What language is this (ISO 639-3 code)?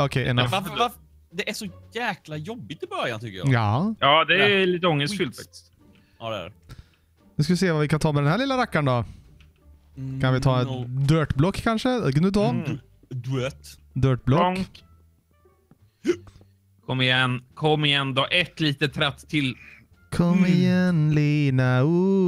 swe